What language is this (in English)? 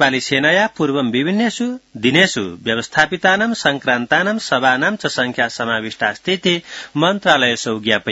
Sanskrit